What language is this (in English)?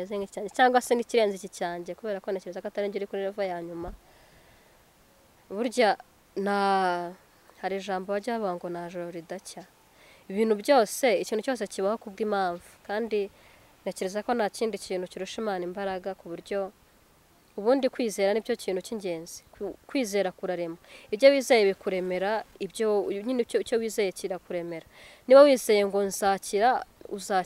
Kinyarwanda